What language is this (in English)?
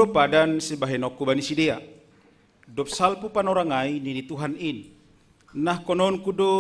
Batak Simalungun